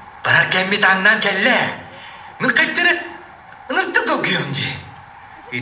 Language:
Yakut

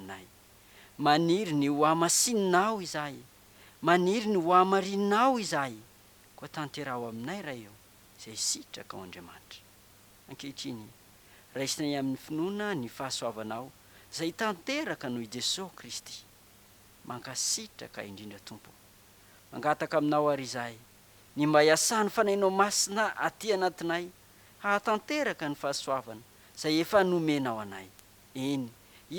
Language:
Malagasy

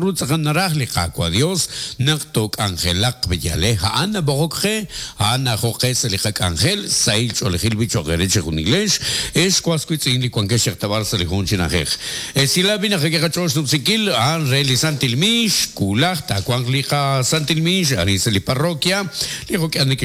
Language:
Kekchí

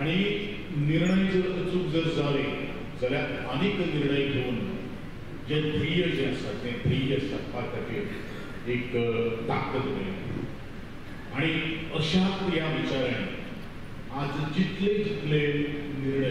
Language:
Konkani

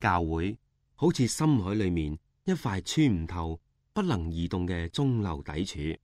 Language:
Cantonese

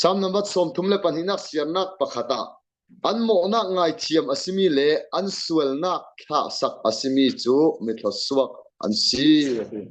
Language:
Falam Chin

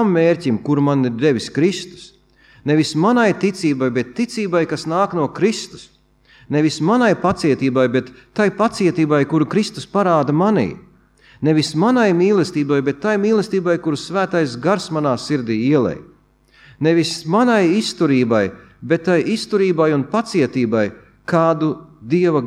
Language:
Latvian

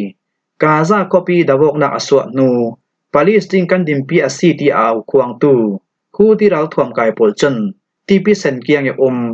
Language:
Falam Chin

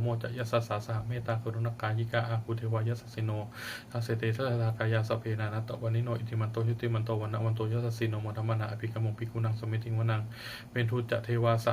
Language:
Pali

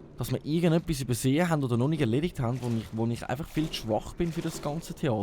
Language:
Swiss German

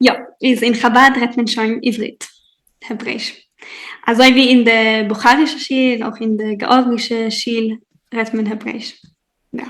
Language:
Yiddish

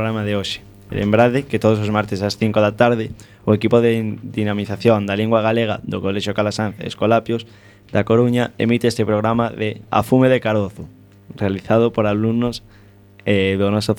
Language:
Galician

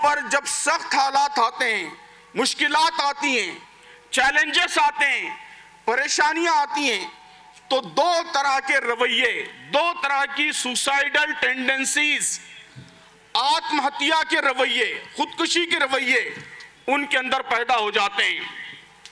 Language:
Urdu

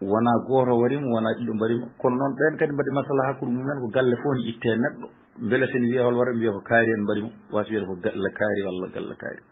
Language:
Fula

